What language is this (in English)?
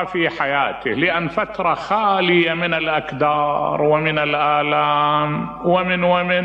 Mesopotamian Arabic